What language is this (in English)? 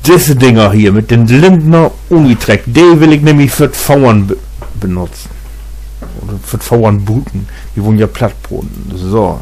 Low German